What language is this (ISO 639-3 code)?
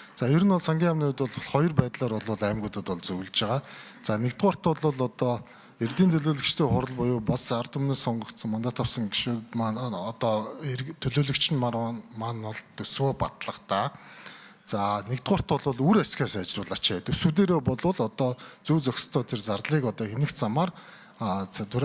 mon